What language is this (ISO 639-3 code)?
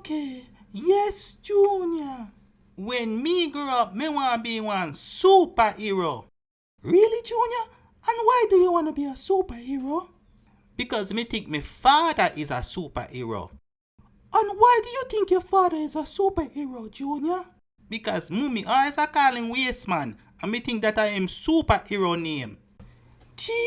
jam